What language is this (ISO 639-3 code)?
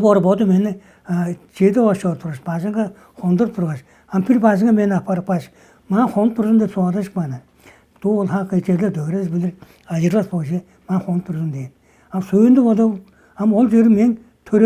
tyv